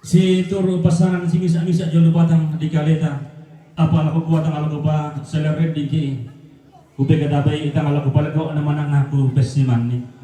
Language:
Toraja-Sa'dan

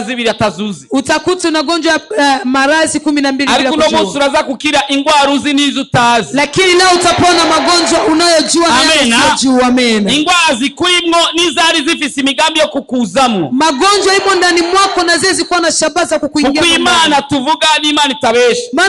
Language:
Rundi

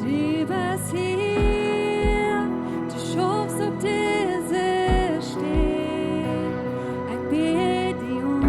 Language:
Plautdietsch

